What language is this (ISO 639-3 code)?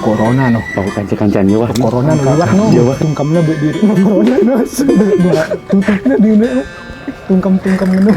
sas